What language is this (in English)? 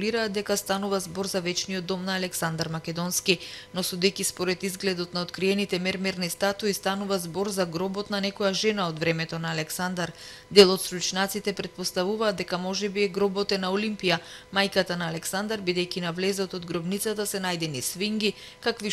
Macedonian